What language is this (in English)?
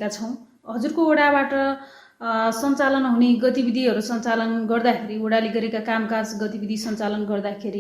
Nepali